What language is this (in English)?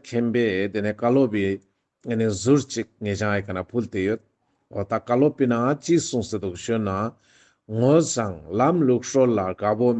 Ladakhi